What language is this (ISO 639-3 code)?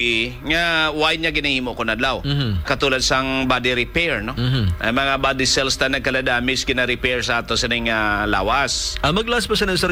hil